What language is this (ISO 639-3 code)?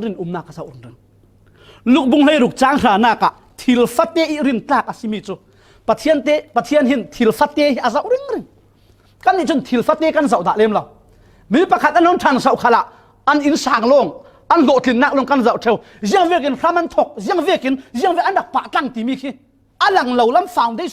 cfm